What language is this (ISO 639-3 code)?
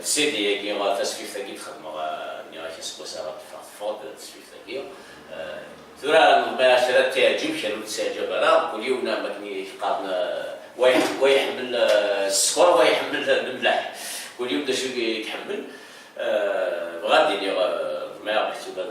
kab